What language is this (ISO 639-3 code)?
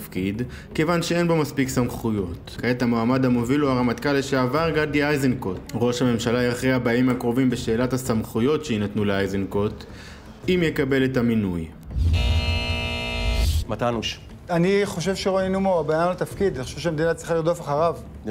heb